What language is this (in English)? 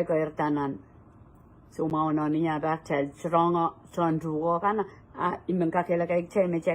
Pohnpeian